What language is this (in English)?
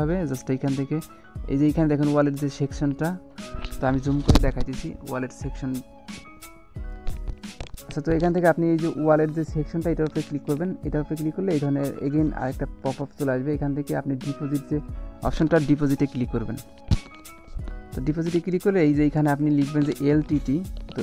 Bangla